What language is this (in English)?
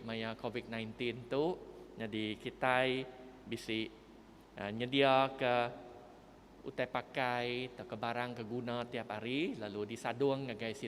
Iban